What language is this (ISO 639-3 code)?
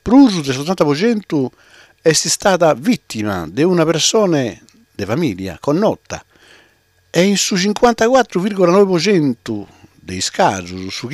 srd